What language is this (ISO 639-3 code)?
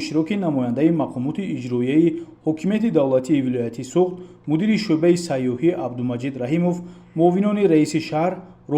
tgk